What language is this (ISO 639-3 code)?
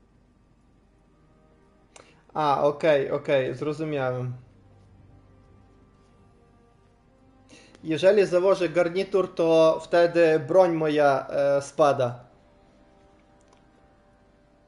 pol